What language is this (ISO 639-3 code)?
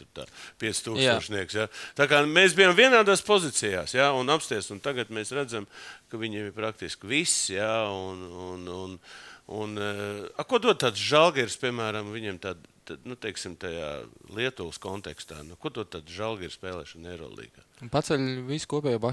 lav